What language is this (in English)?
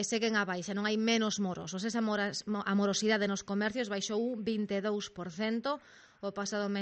Galician